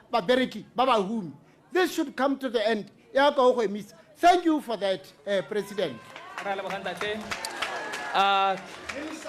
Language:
Tswana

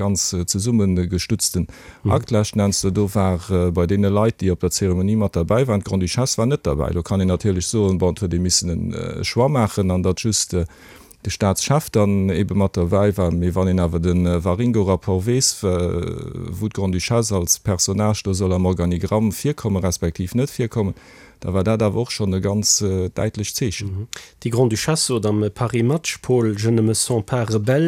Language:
Luxembourgish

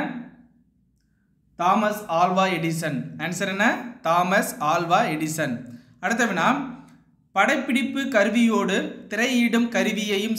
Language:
Tamil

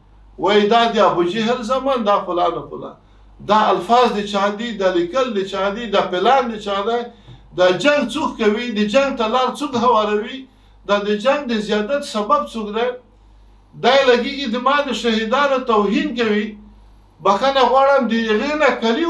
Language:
Pashto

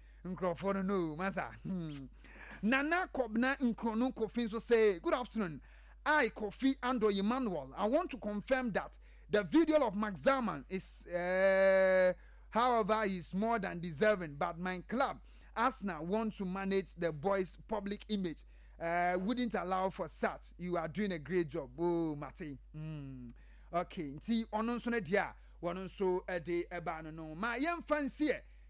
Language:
Akan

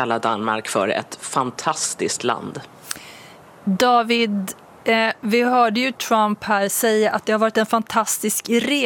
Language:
Swedish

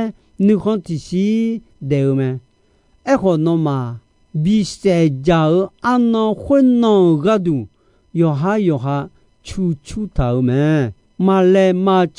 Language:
Akha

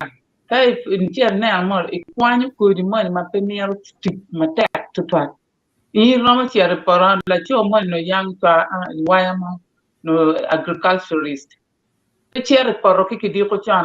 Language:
Acoli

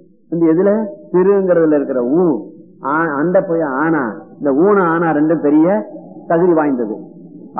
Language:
Tamil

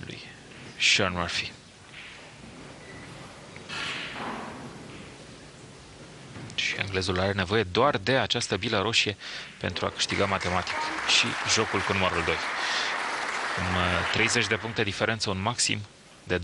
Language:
Romanian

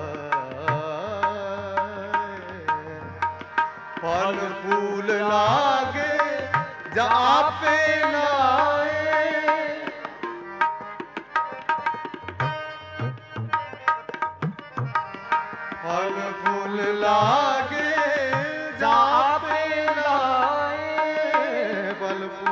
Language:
Punjabi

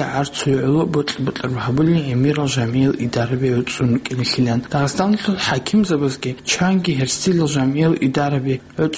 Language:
Avaric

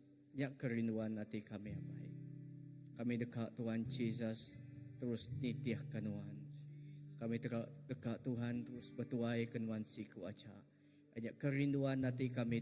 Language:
Iban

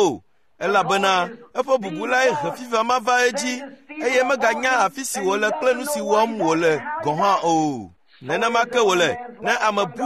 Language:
Ewe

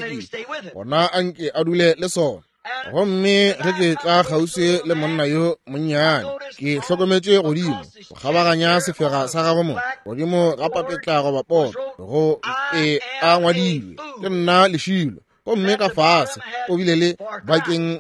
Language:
Northern Sotho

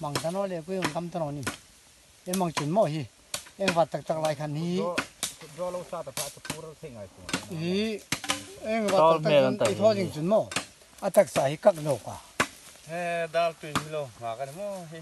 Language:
Hmar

